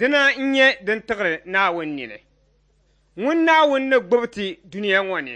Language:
Dagbani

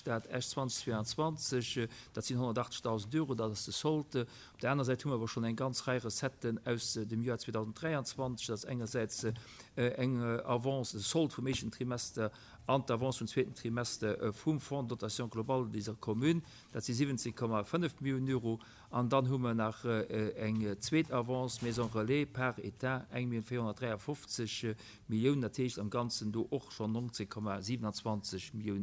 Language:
Luxembourgish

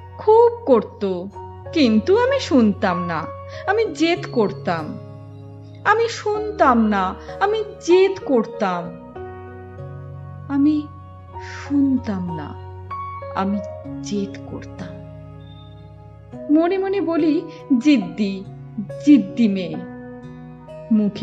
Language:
Bangla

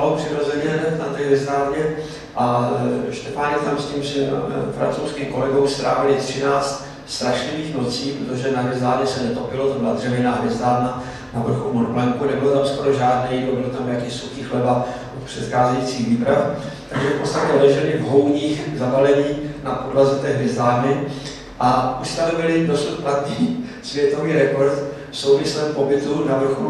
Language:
Czech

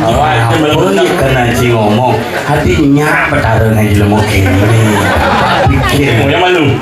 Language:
Balinese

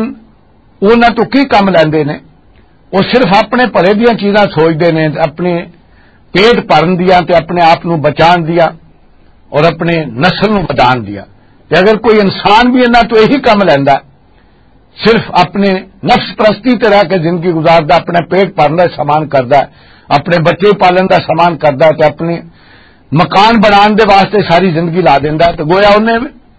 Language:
Western Panjabi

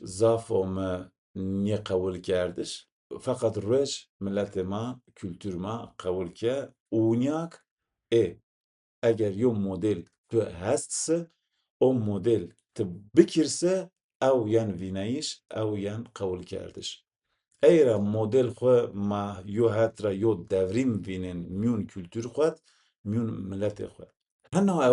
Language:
Zaza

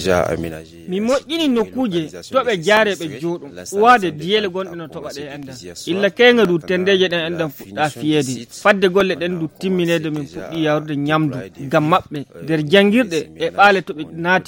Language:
Nigerian Fulfulde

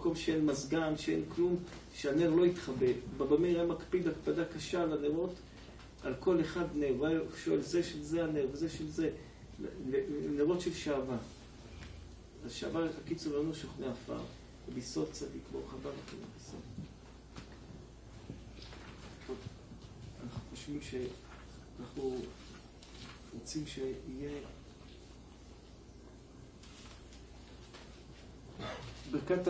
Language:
Hebrew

